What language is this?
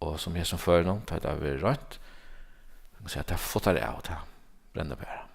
Faroese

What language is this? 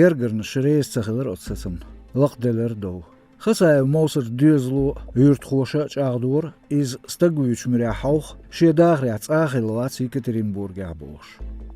Chechen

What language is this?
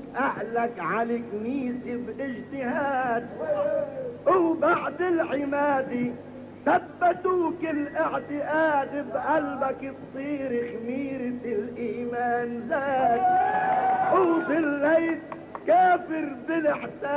North Levantine Arabic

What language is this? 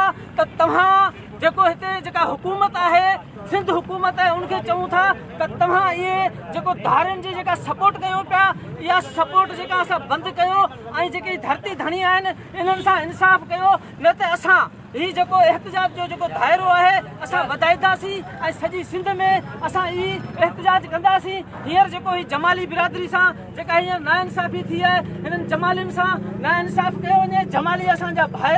Sindhi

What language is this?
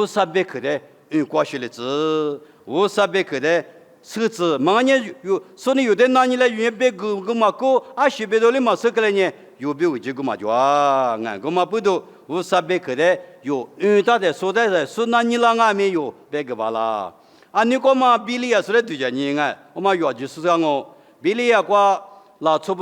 Lisu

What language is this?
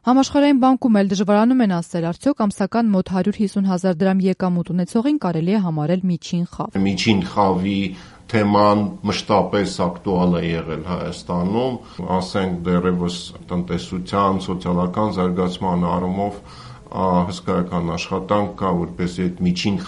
Armenian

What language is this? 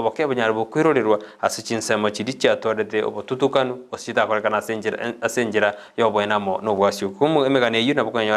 Gusii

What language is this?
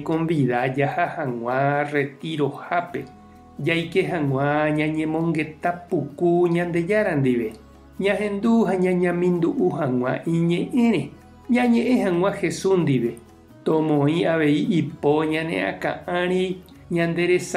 Guarani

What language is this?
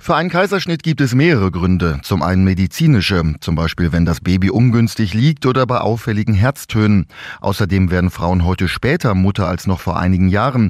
German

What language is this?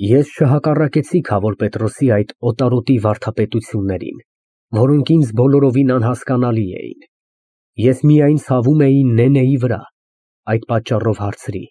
Armenian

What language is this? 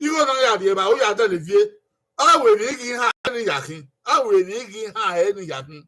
Bini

